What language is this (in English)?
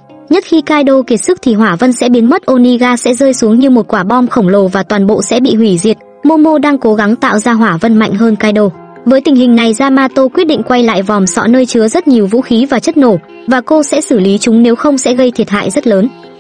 Vietnamese